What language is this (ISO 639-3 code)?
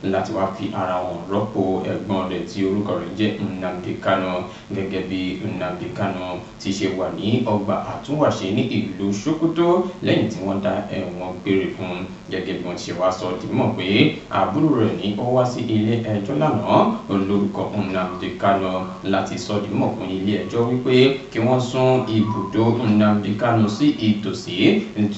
yor